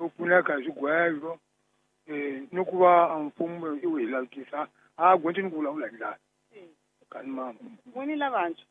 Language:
Tsonga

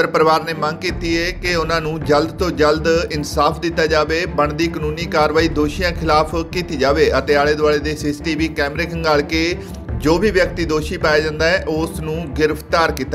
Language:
Punjabi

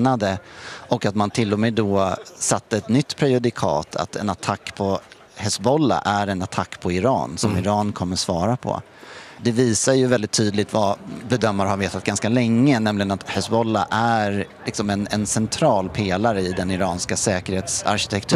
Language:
Swedish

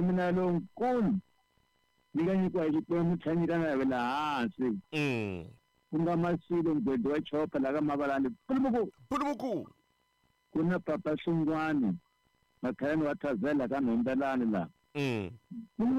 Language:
Tsonga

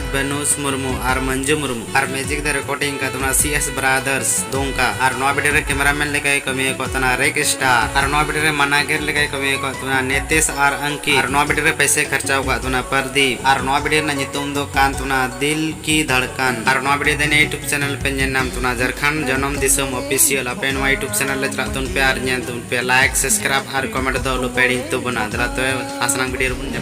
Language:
Santali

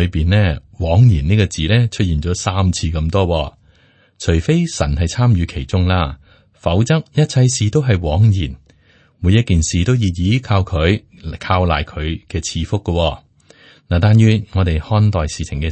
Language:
Cantonese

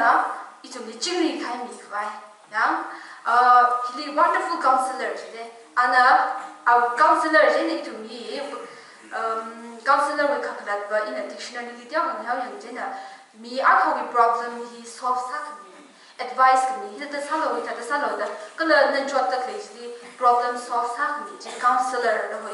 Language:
Tangkhul Naga (India)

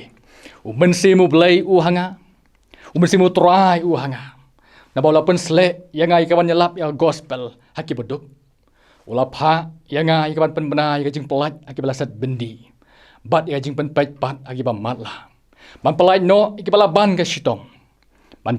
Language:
Khasi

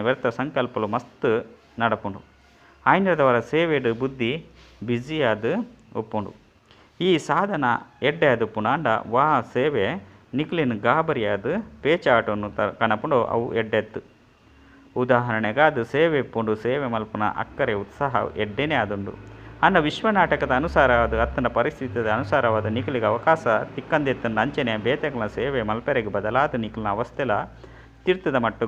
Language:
Tulu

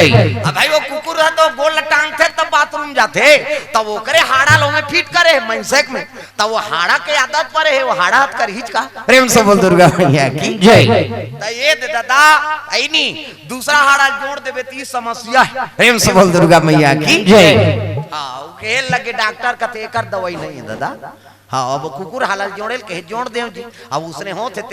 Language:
Chhattisgarhi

